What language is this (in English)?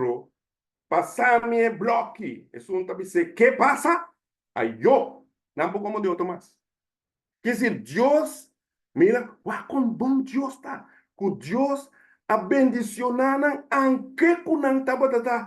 Papiamento